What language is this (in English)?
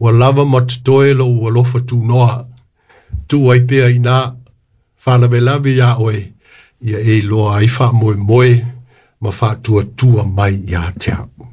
Samoan